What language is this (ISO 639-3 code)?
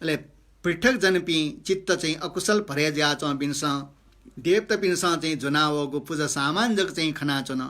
new